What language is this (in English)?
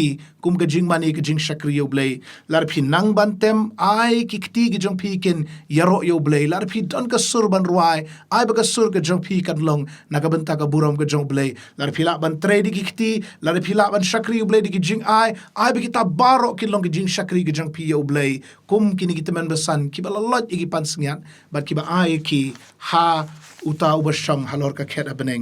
Khasi